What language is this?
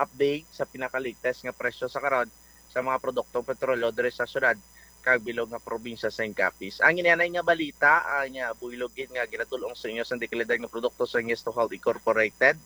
Hiligaynon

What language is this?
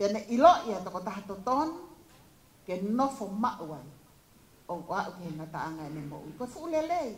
Tongan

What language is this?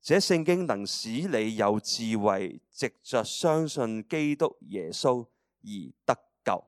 Cantonese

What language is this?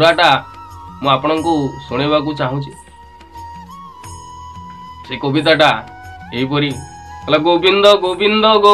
Odia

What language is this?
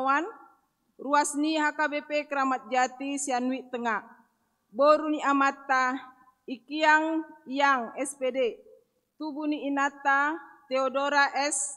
Batak Toba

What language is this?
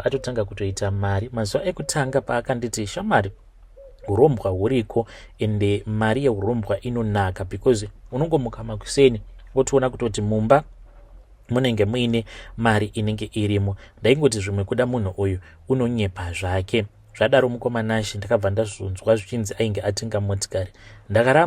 Shona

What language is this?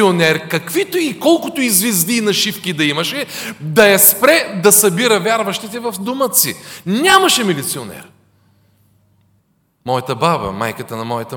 Bulgarian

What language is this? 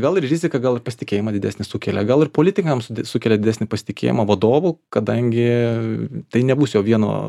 Lithuanian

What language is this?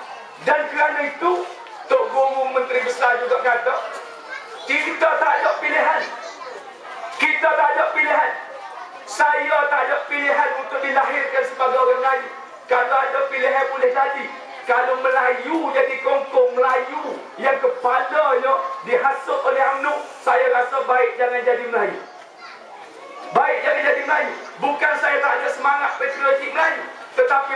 Malay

